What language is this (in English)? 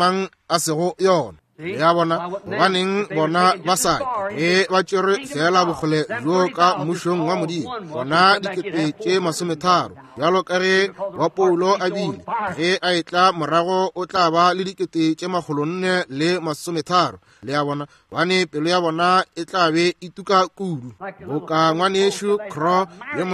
Northern Sotho